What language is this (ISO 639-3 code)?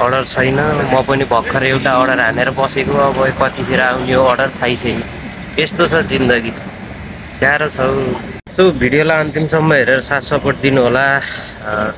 nep